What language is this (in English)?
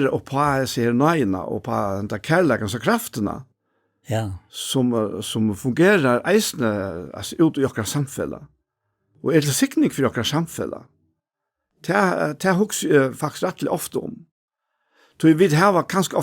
Faroese